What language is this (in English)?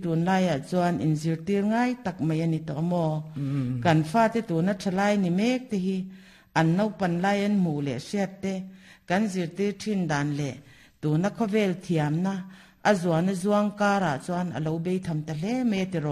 Mizo